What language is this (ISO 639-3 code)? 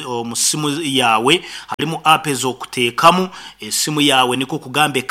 nyo